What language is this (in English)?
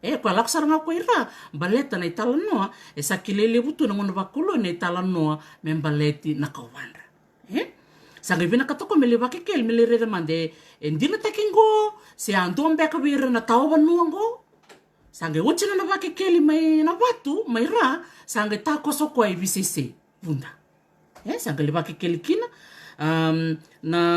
Fijian